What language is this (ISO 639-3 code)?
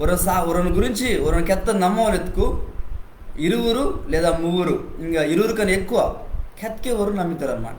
kff